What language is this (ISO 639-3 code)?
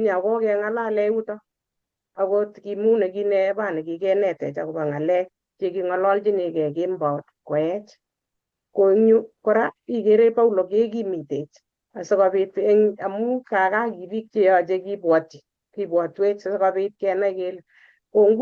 kln